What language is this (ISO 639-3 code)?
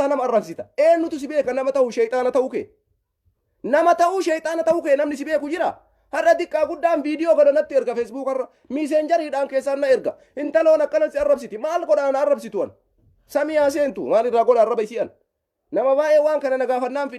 orm